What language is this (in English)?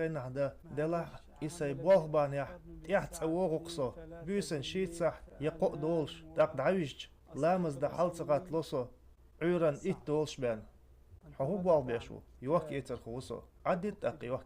Chechen